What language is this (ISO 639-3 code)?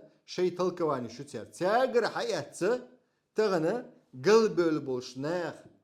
che